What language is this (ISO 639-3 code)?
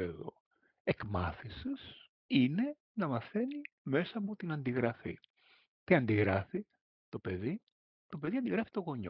ell